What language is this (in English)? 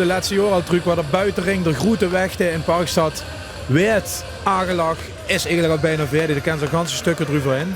Limburgish